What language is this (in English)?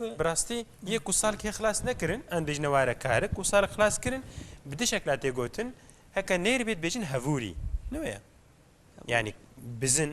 Kurdish